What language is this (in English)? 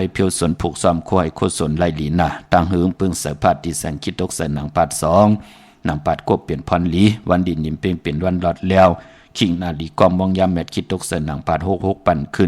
Shan